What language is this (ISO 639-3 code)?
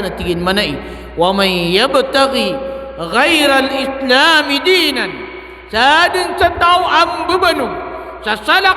mrw